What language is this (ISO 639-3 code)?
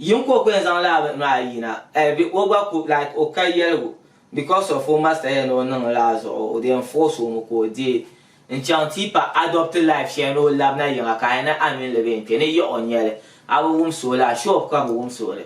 dag